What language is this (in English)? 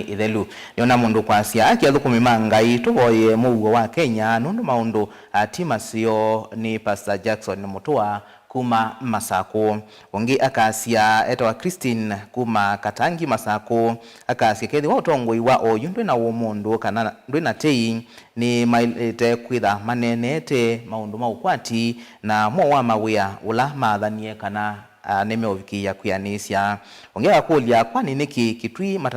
Kamba